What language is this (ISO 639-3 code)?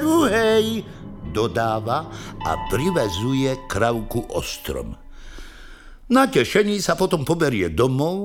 slk